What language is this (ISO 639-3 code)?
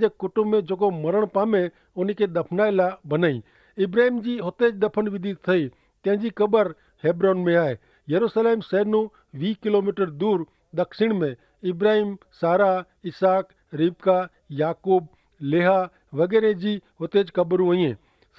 kfr